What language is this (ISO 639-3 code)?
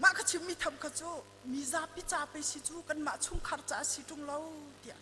cnh